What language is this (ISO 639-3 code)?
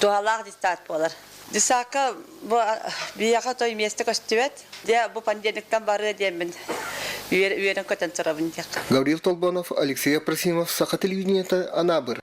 sah